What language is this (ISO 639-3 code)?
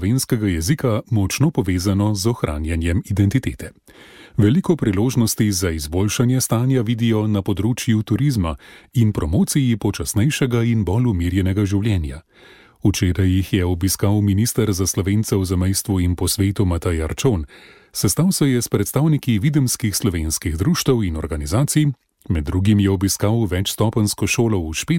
slv